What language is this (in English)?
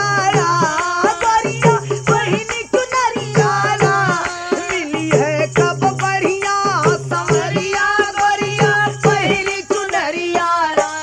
Bhojpuri